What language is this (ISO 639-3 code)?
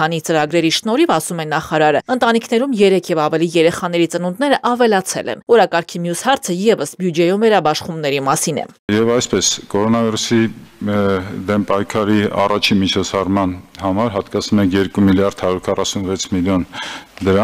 hye